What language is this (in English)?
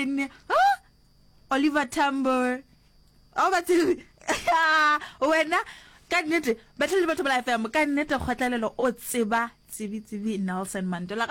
Northern Sotho